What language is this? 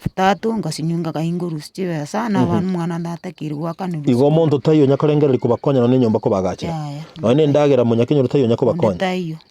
Gusii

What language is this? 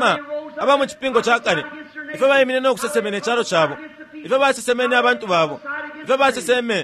Bemba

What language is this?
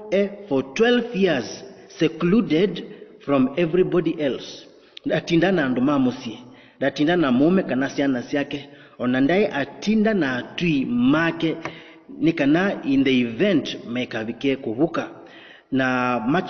Kamba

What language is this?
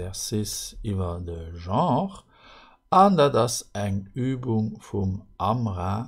Luxembourgish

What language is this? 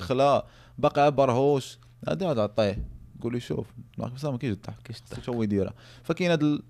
Moroccan Arabic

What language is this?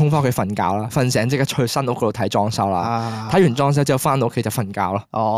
Cantonese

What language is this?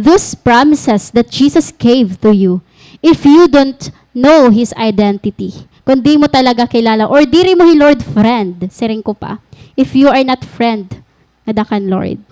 Waray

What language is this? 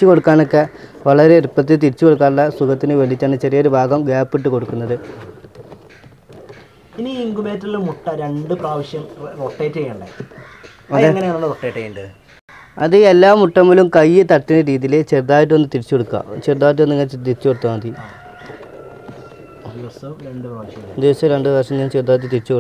Malayalam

